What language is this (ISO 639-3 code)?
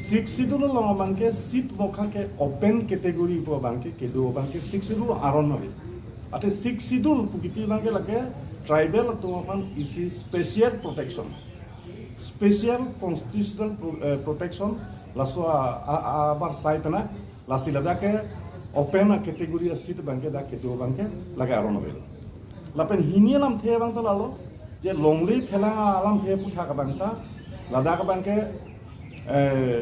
mjw